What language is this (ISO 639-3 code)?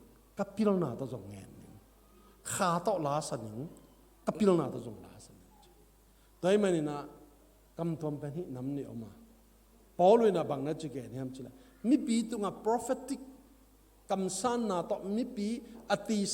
ctd